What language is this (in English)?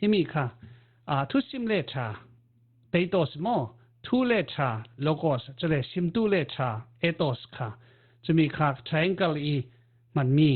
Falam Chin